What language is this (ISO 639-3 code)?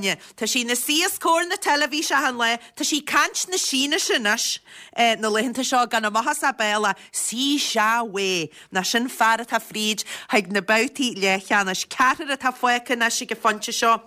gle